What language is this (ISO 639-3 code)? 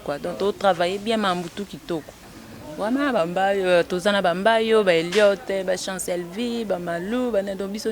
lin